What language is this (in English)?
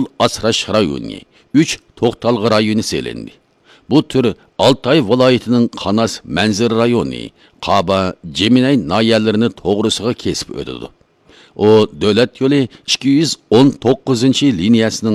Uyghur